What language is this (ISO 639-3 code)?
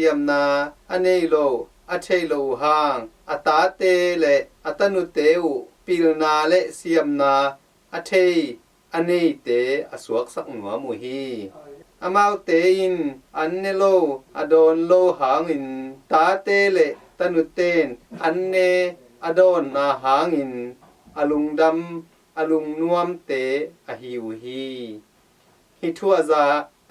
ctd